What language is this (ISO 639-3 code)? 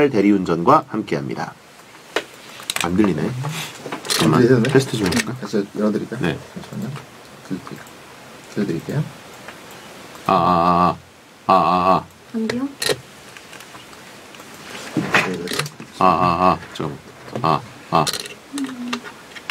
kor